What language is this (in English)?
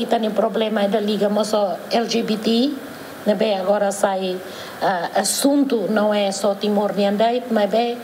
Tetum